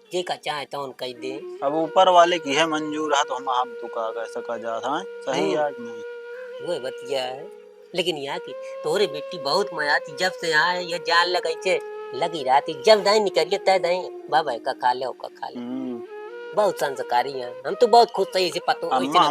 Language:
Awadhi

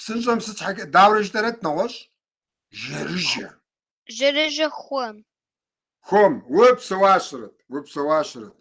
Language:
Kabardian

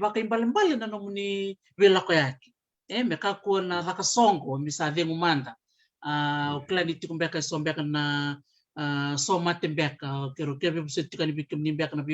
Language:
Fijian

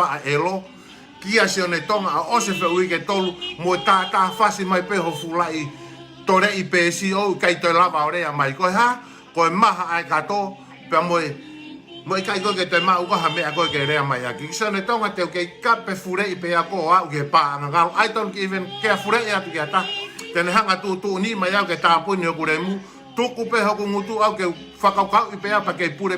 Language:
Tongan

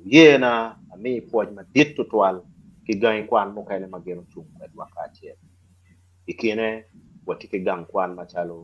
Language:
Acoli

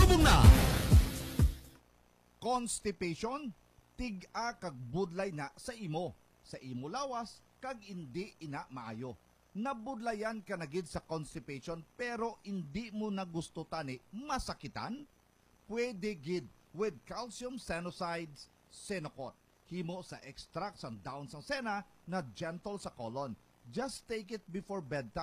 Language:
Hiligaynon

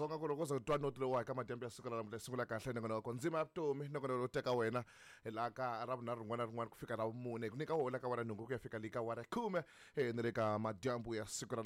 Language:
Tsonga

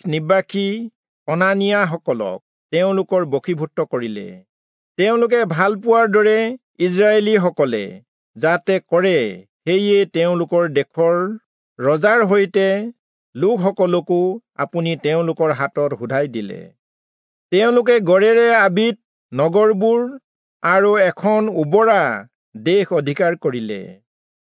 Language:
Assamese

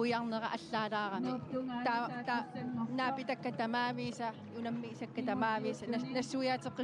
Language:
Kalaallisut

